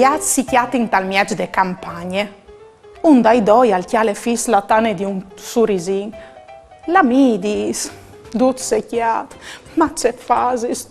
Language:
Friulian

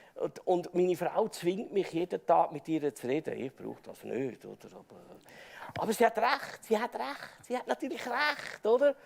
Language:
Swiss German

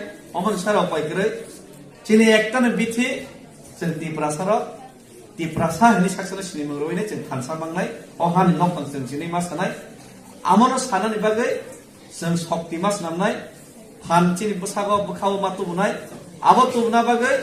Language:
Kok Borok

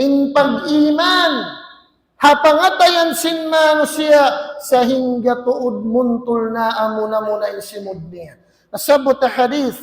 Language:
Tausug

